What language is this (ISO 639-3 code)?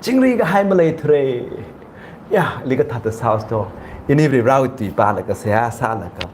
nmf